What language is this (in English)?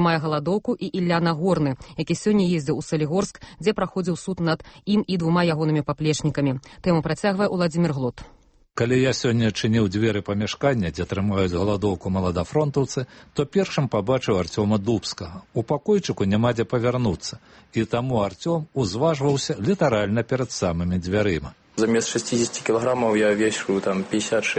Belarusian